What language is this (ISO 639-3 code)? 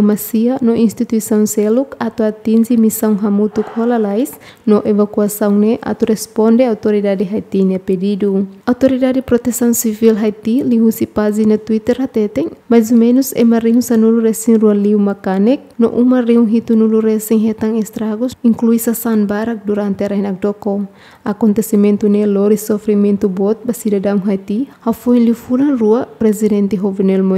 tet